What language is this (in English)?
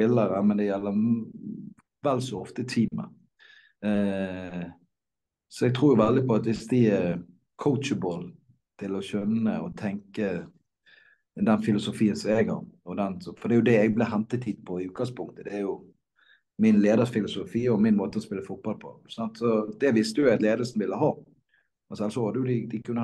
Norwegian